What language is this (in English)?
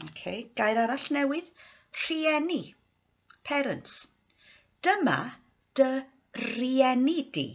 Welsh